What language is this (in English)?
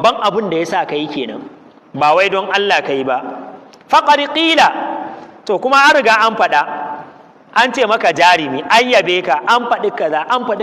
Hausa